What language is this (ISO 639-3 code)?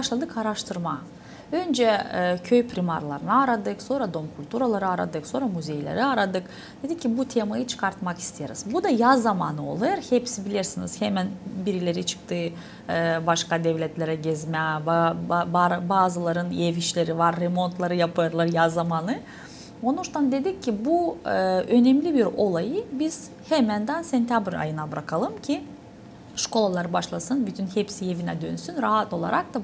gag